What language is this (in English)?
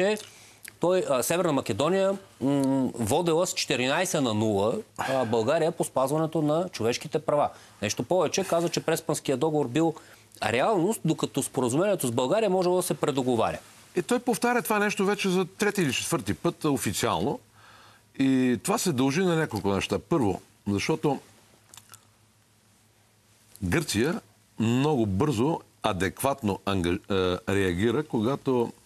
Bulgarian